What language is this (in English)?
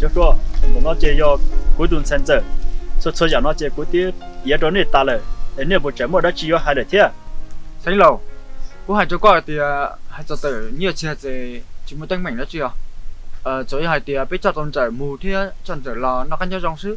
Hmong